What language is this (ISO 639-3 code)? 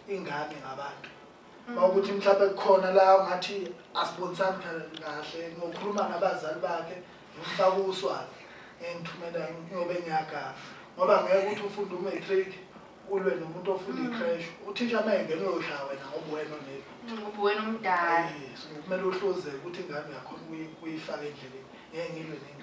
zul